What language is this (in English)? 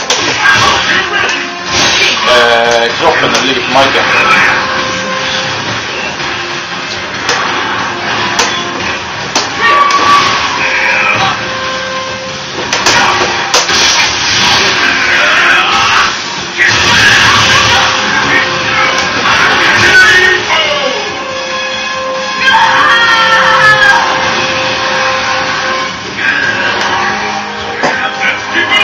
Swedish